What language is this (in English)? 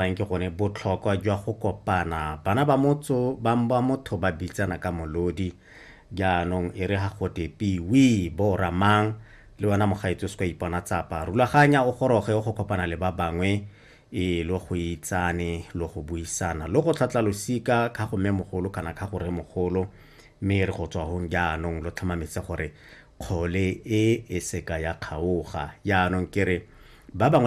Tswana